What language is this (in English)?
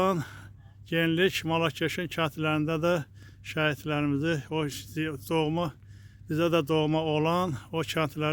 Azerbaijani